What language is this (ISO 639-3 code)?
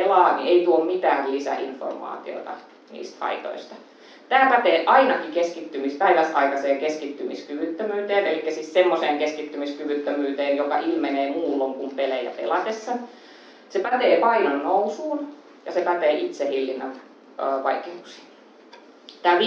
fin